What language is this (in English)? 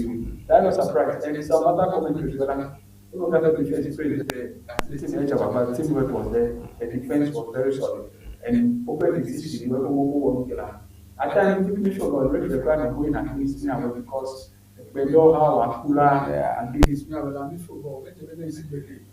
Ewe